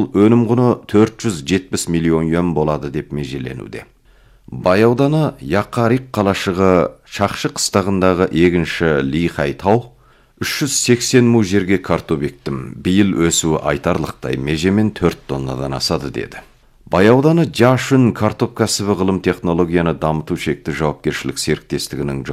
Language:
Kazakh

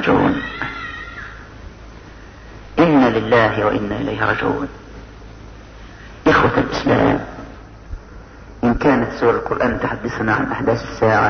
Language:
Arabic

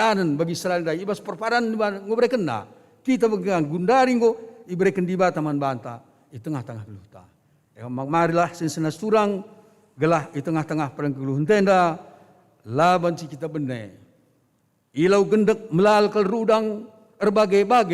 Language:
Batak Karo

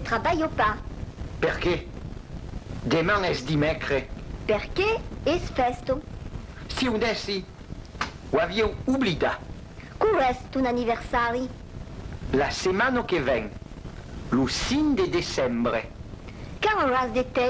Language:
Occitan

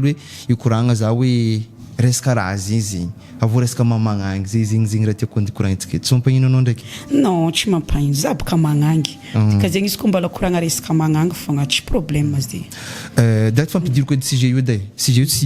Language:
Malagasy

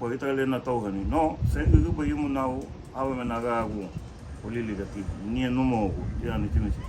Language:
Garifuna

